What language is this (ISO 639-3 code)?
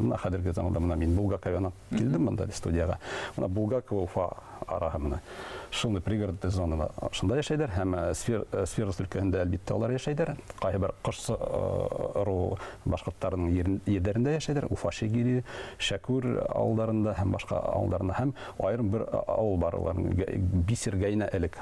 bak